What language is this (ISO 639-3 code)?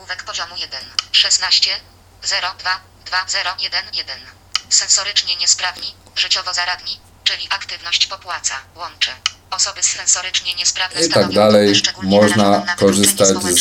pol